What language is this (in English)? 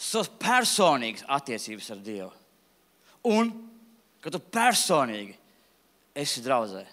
Latvian